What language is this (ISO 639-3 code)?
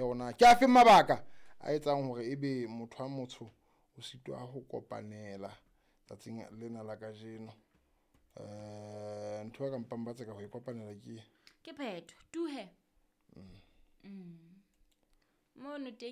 sot